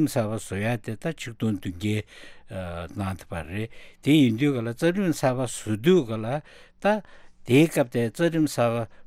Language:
Tibetan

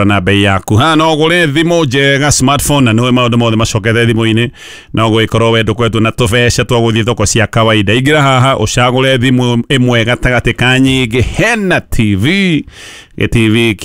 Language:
Kikuyu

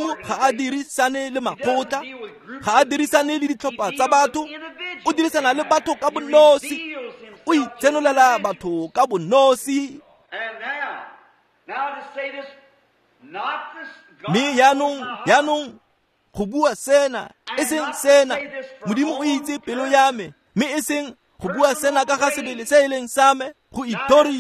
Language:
Tswana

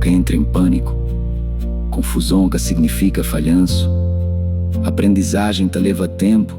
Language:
Kabuverdianu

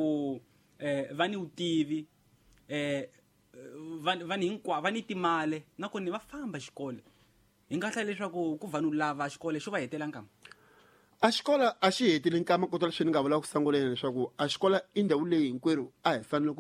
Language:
Tsonga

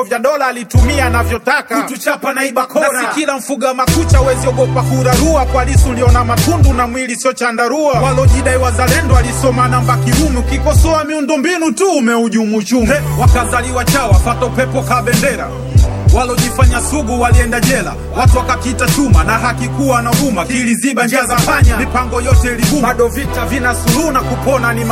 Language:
Swahili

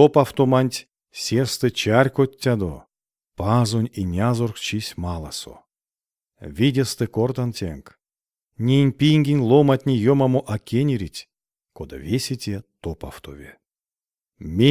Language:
Erzya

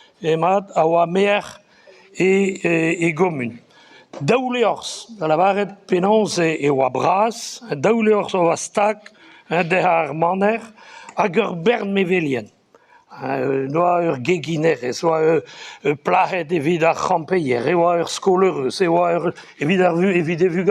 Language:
Breton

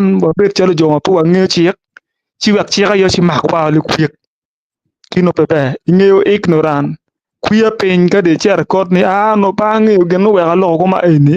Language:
Acoli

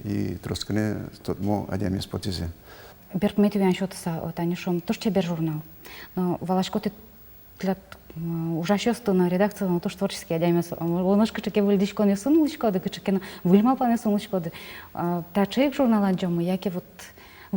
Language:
Udmurt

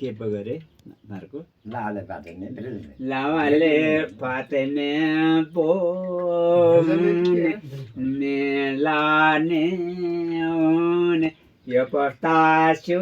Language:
Nepali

